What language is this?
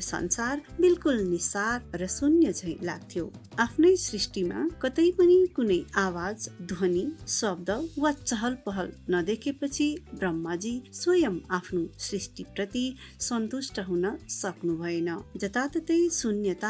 Nepali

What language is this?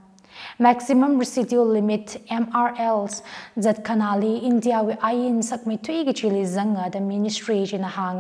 Tangkhul Naga (India)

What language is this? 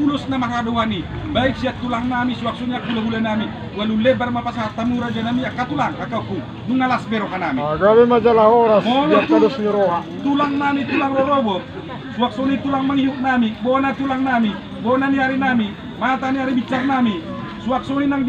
Batak Toba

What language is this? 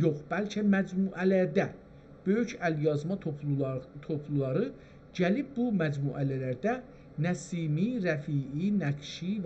South Azerbaijani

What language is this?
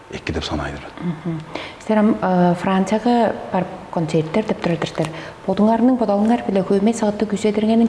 Tuvinian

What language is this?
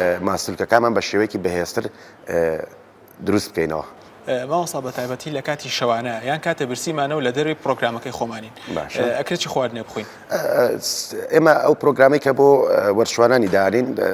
Central Kurdish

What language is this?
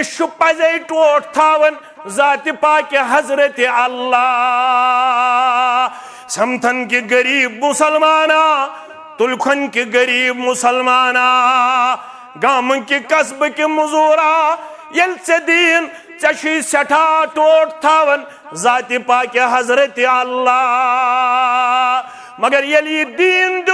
Kashmiri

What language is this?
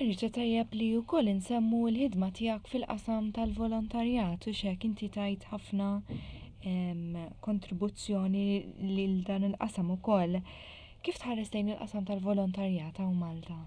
Maltese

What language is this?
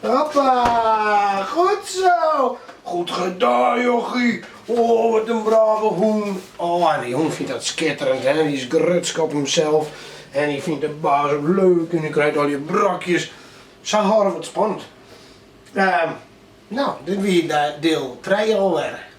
Western Frisian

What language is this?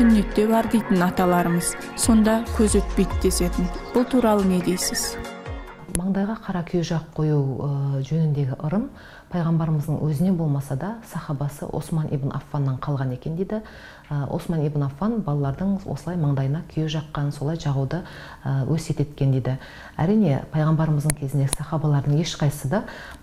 Kazakh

